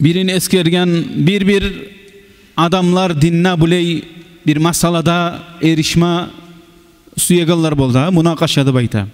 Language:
Kumyk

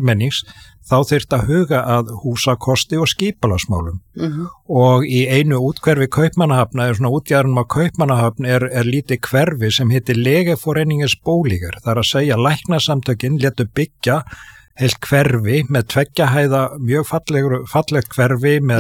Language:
Icelandic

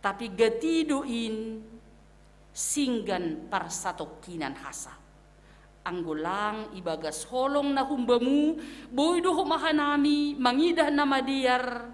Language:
Batak Simalungun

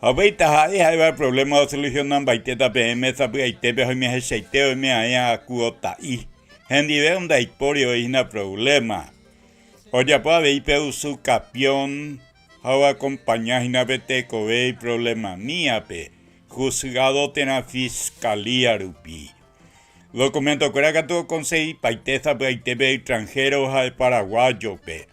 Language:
Guarani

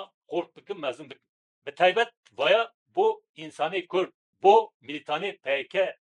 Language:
Kurdish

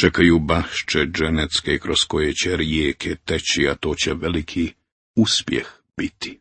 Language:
Croatian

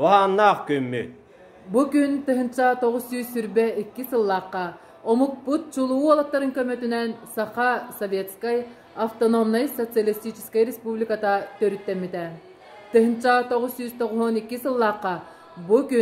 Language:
Yakut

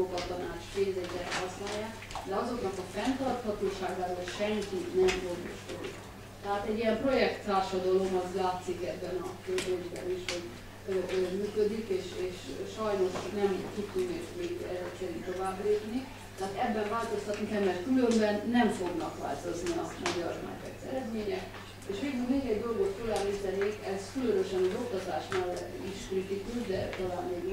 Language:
Hungarian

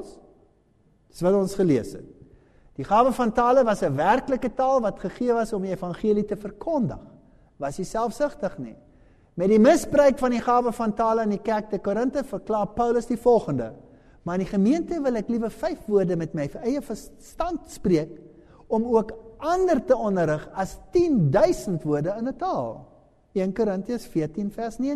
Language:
Afrikaans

